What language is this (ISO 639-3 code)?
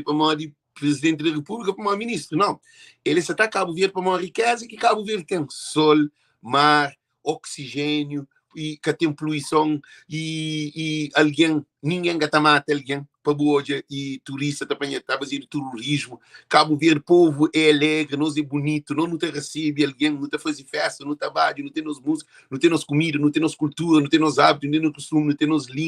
kea